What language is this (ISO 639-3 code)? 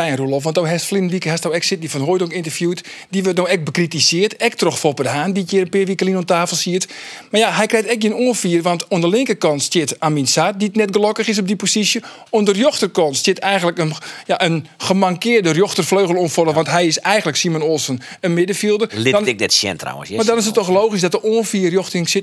fry